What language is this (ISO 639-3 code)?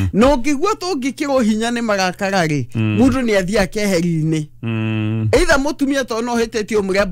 kik